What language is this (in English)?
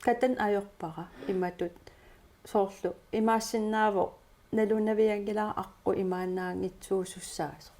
Kalaallisut